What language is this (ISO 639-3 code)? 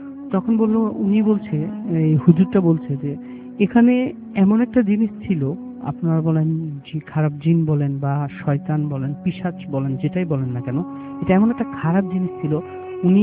ben